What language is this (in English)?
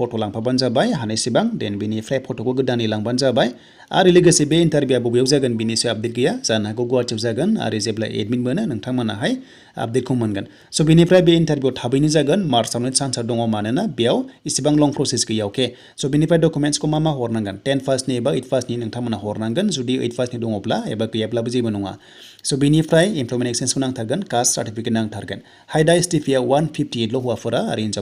Bodo